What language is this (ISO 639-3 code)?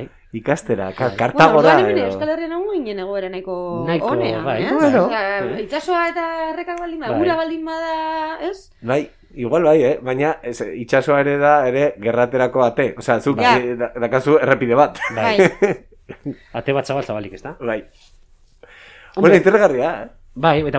eus